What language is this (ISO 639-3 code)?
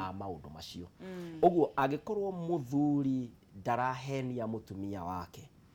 kik